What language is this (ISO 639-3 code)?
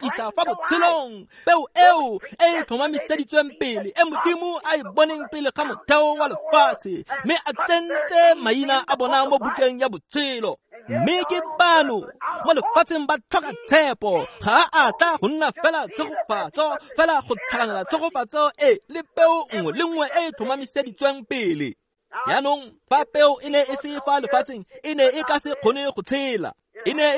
tsn